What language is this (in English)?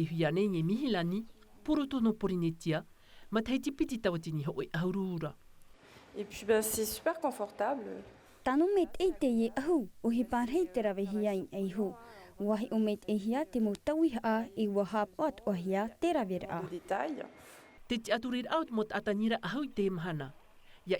Tahitian